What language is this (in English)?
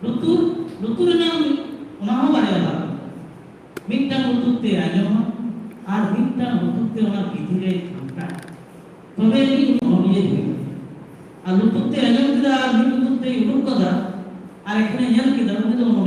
Santali